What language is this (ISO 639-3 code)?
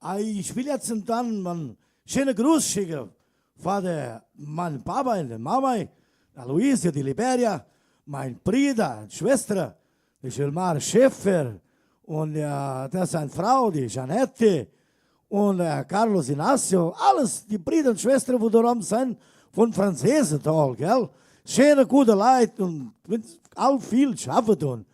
vec